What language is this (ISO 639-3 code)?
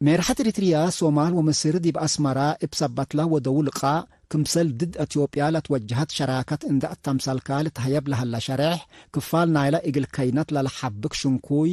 tig